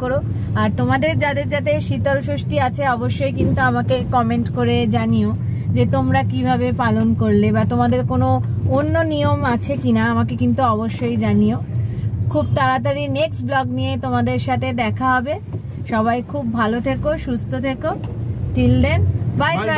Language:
Bangla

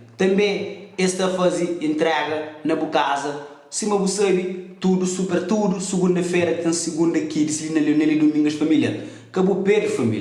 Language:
Kabuverdianu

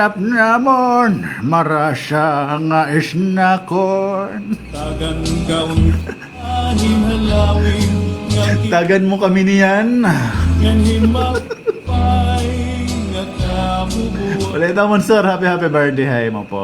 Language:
Waray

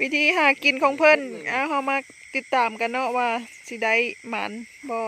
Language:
Lao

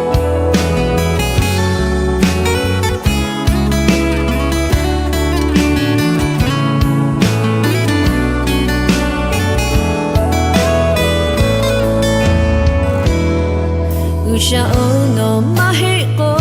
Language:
Lahu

